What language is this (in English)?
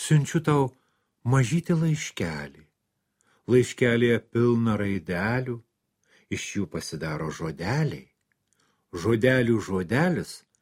Lithuanian